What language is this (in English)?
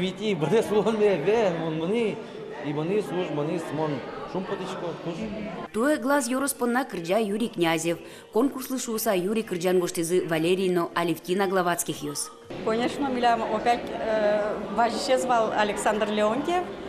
Udmurt